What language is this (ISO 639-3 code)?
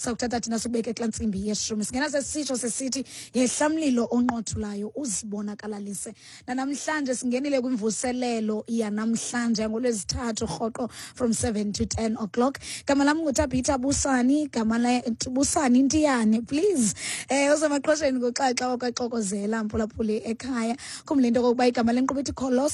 xho